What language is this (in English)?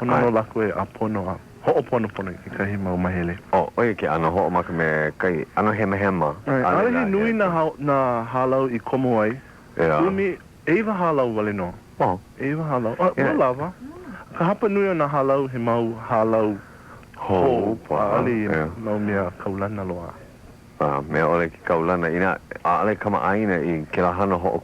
Hawaiian